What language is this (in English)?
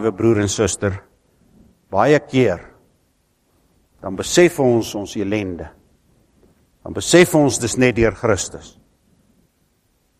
Afrikaans